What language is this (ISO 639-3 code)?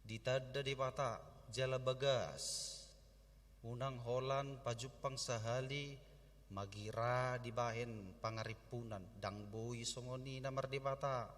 bbc